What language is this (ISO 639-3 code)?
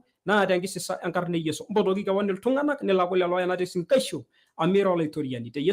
mas